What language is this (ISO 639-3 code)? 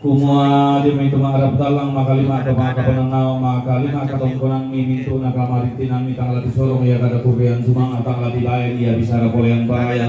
sda